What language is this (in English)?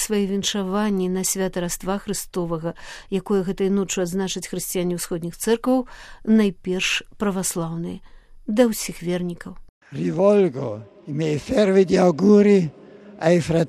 Belarusian